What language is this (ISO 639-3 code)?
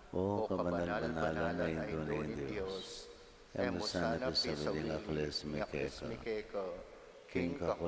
pam